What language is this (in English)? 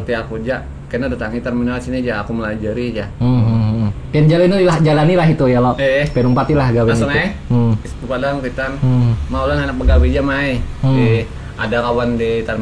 Banjar